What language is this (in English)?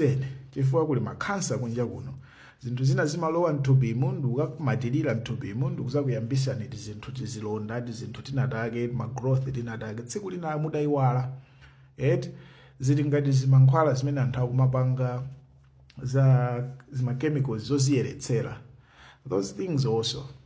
Nyanja